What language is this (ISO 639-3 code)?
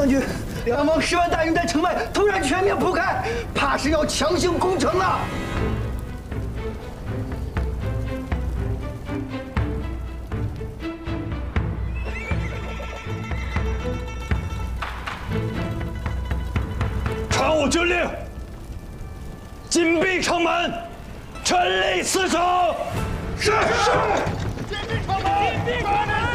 zho